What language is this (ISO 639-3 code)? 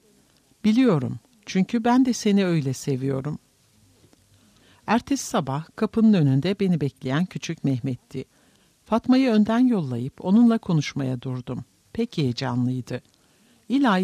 tur